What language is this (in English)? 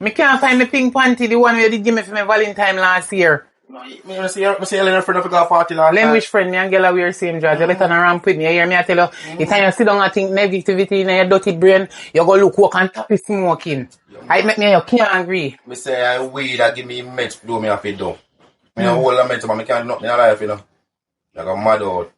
Jamaican Creole English